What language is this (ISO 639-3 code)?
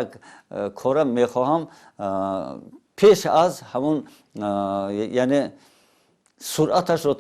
tgk